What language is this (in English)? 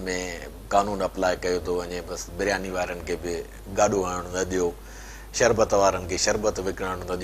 Sindhi